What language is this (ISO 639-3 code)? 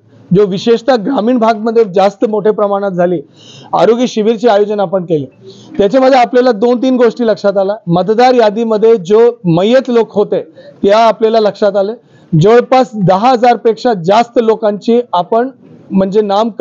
mar